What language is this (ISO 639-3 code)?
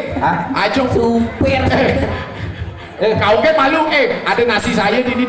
ban